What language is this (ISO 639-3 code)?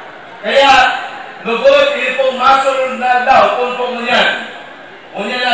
bik